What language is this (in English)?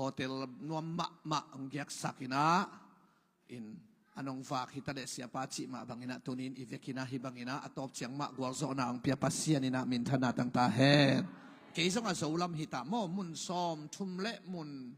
Tedim Chin